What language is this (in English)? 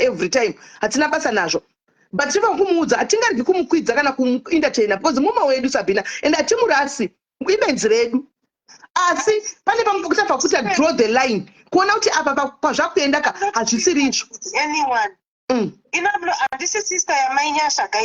Shona